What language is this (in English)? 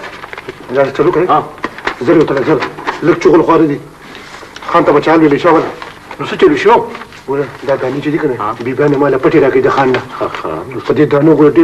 Pashto